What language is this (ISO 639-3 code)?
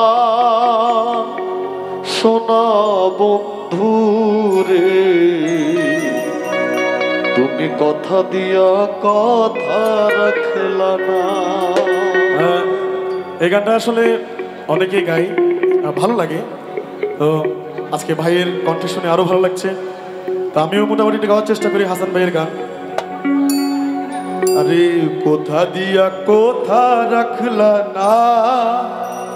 ben